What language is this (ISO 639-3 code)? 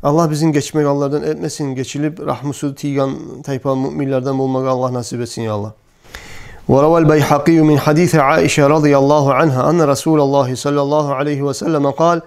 kum